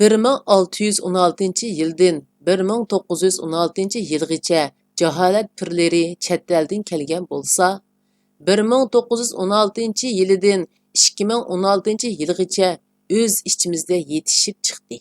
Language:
Uyghur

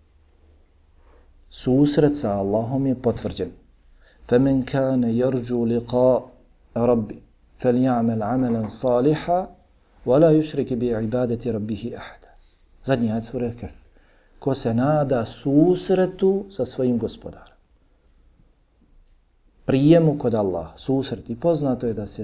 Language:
Bosnian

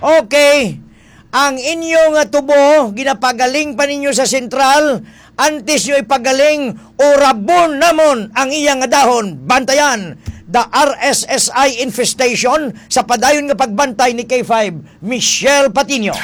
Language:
Hiligaynon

